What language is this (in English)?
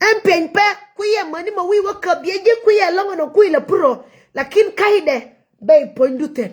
Nuer